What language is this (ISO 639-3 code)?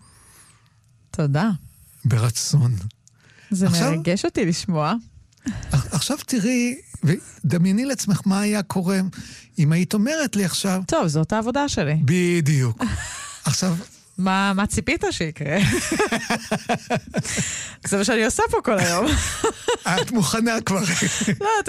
heb